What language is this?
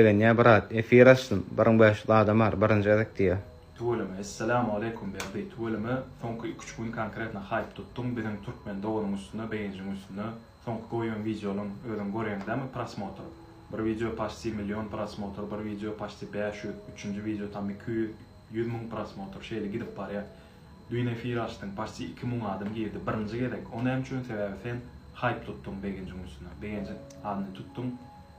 Turkmen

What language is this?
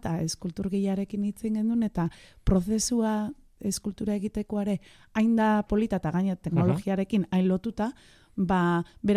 Basque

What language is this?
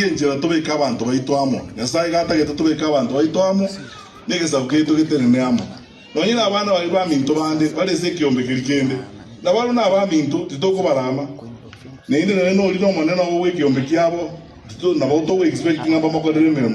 Gusii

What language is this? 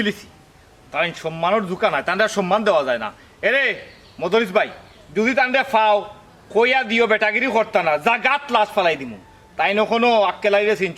Sylheti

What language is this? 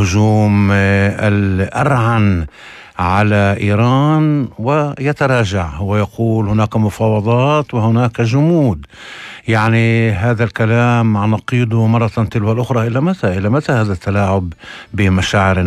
North Levantine Arabic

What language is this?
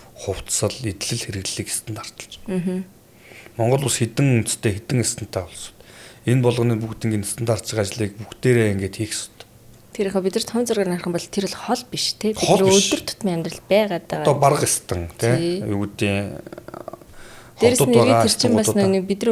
Mongolian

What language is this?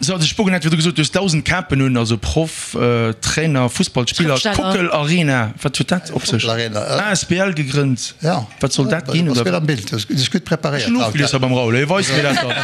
Luxembourgish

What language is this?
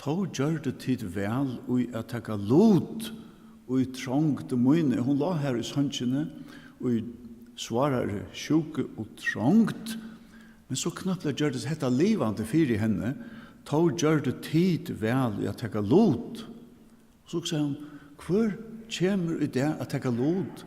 Faroese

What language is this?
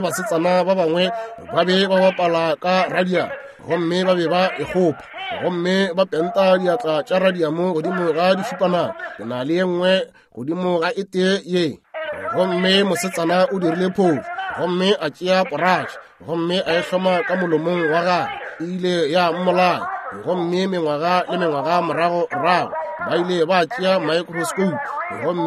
Northern Sotho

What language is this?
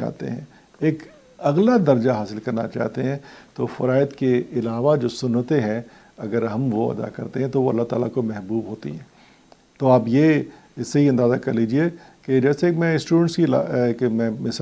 Urdu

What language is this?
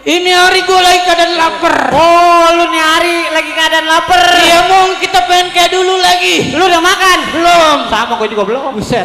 Betawi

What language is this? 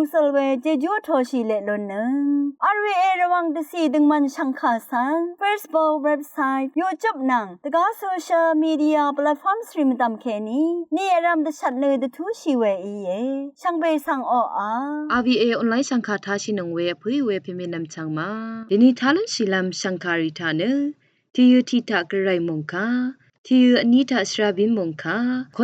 Rawang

